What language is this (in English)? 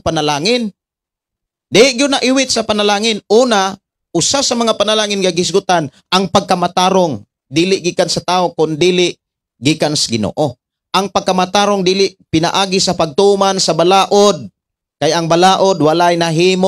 Cebuano